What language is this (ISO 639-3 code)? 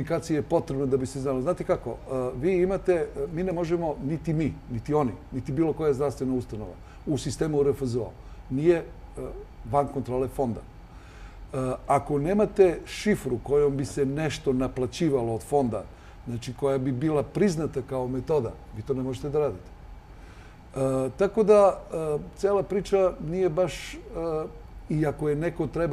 srp